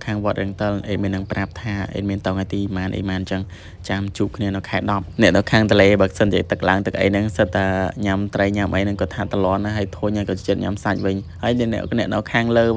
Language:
Khmer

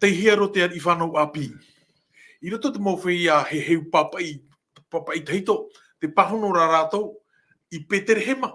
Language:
Tahitian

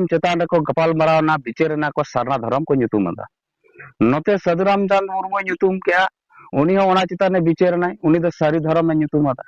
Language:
Santali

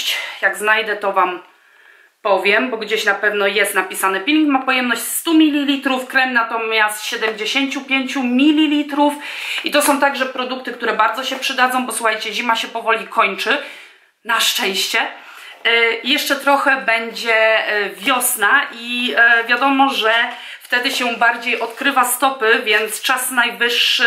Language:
Polish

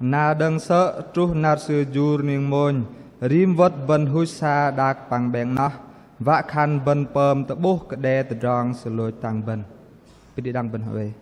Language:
Bahnar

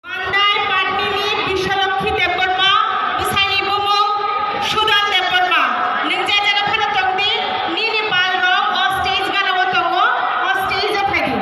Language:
Kok Borok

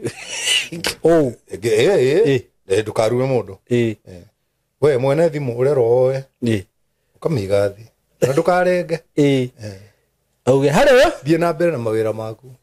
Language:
Kikuyu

